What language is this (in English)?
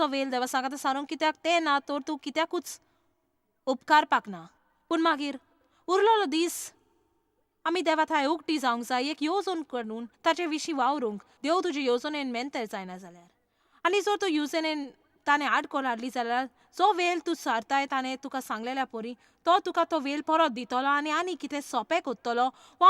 Konkani